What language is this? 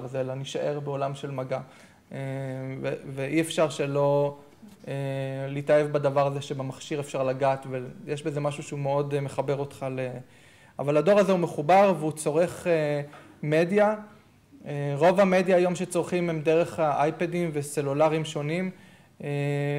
Hebrew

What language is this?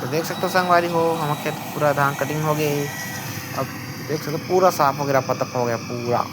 Chhattisgarhi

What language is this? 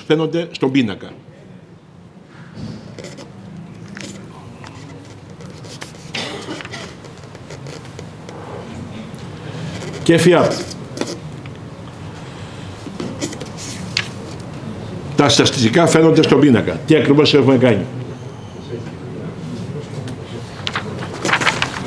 Greek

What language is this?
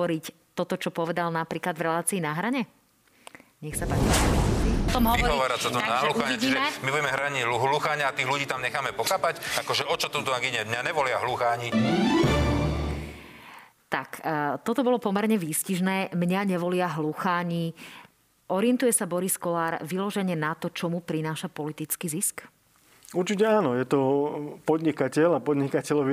Slovak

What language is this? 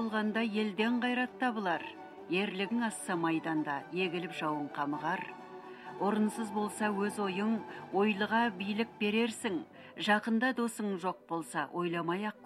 Kazakh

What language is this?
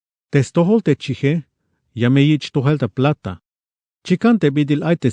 Tzeltal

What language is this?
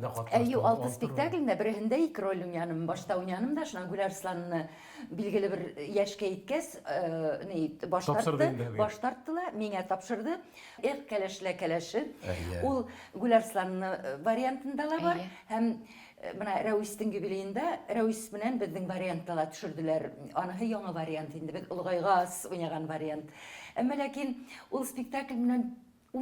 Bashkir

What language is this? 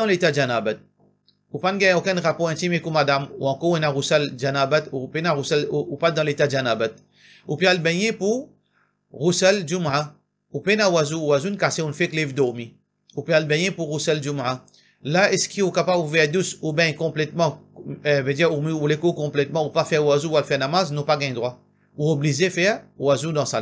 Morisyen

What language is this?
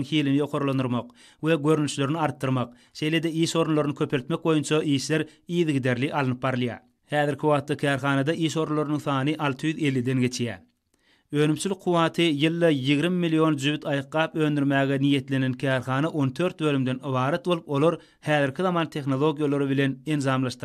Turkmen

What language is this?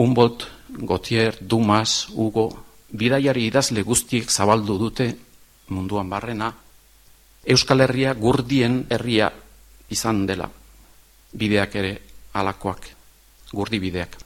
Basque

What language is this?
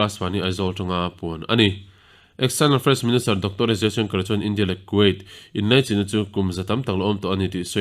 Mizo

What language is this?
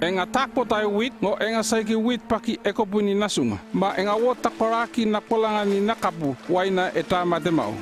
North Efate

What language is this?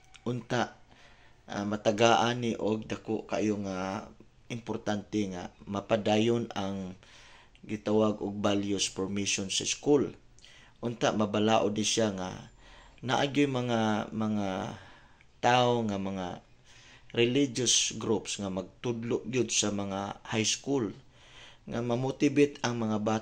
Cebuano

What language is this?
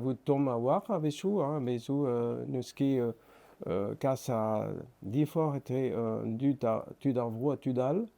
Breton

